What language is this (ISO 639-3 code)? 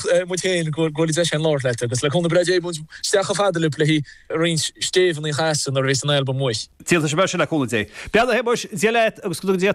gle